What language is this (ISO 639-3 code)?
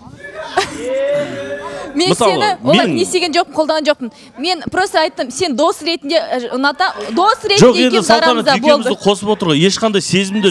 kaz